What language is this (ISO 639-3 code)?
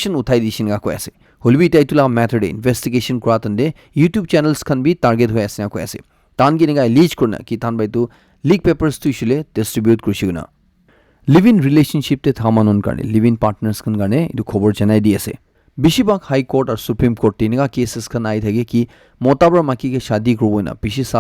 nag